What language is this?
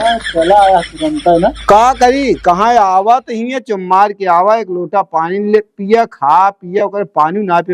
Awadhi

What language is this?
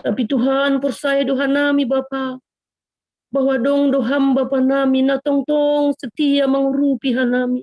Batak Simalungun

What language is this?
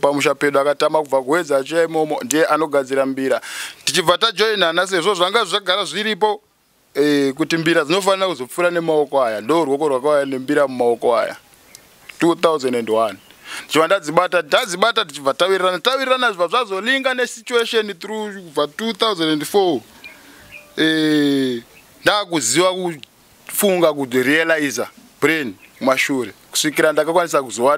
Shona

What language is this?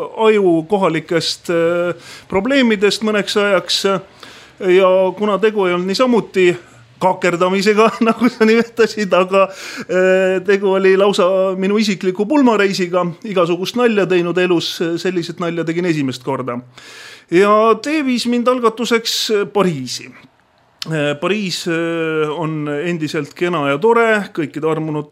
Estonian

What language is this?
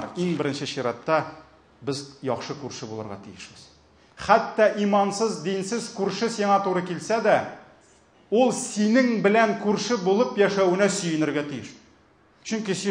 Tatar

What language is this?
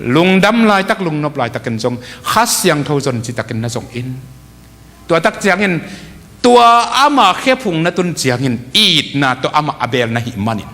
Tedim Chin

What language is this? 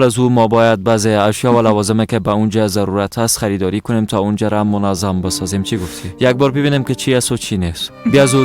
Persian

